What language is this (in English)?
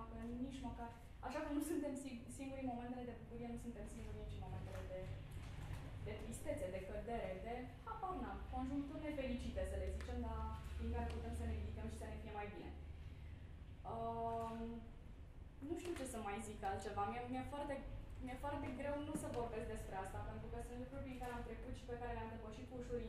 Romanian